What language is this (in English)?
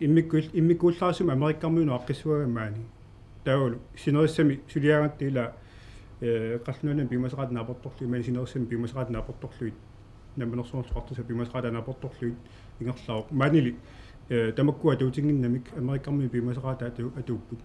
Kalaallisut